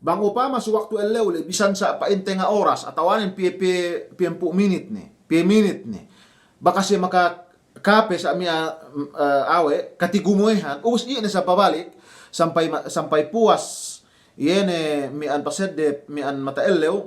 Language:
Yakan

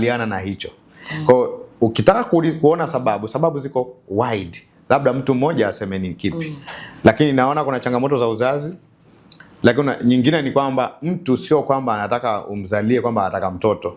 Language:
Swahili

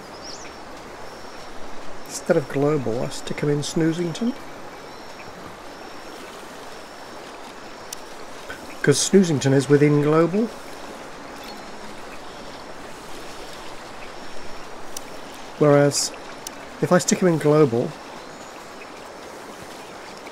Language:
English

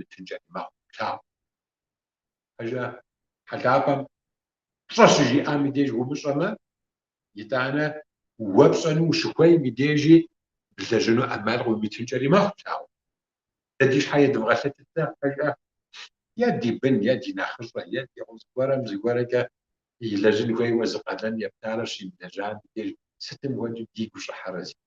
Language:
Kabardian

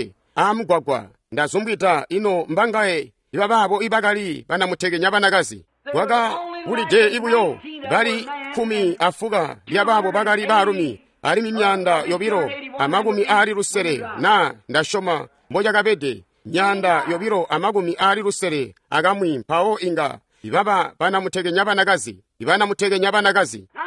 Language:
Tonga (Zambia)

